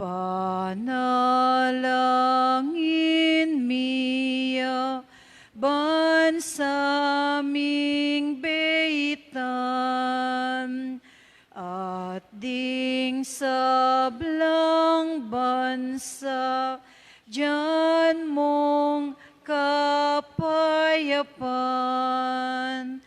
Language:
Pampanga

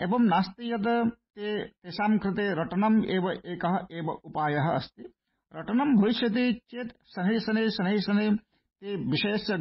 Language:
Sanskrit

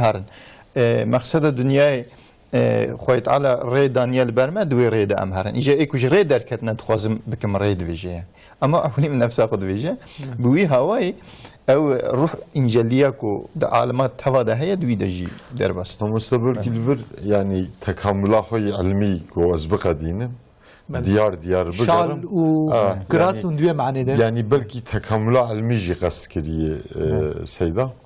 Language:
Kurdish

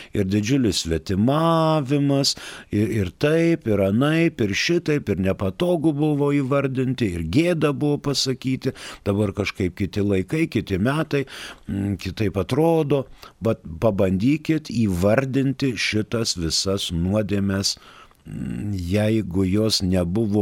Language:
Lithuanian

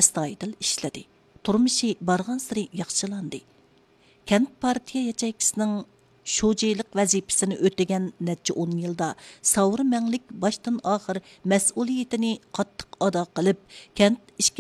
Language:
Uyghur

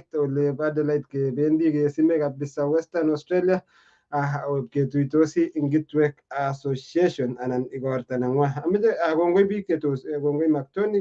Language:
Kalenjin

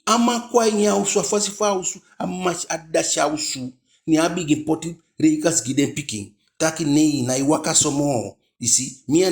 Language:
Eastern Maroon Creole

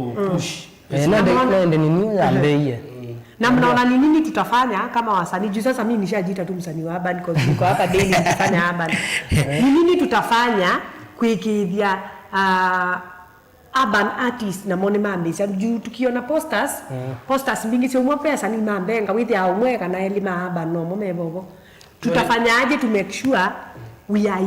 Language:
Kamba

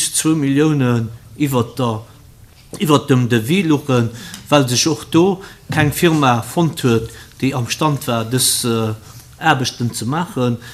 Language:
Luxembourgish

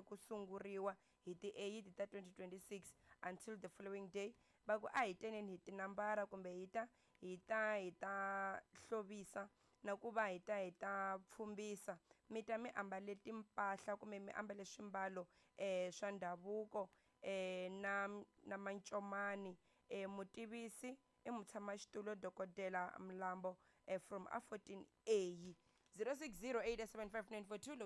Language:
Tsonga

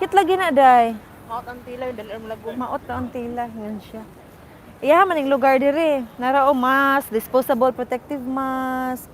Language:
Cebuano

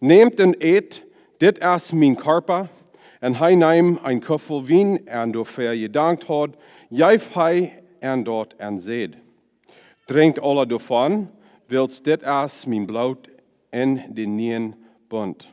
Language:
Plautdietsch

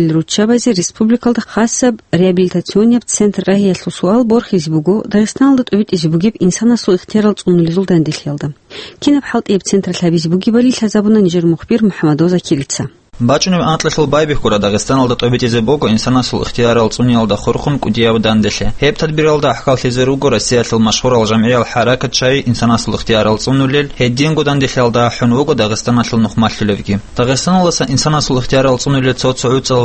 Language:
Avaric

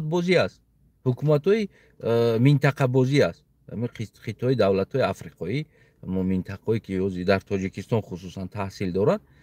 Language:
Tajik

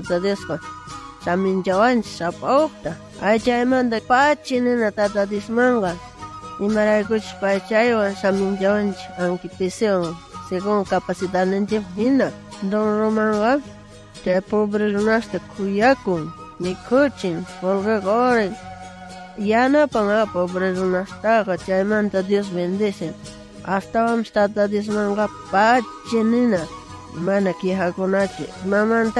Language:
South Bolivian Quechua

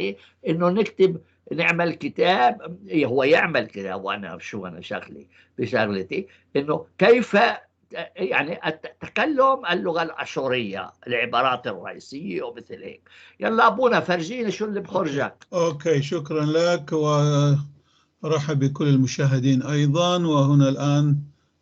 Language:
North Levantine Arabic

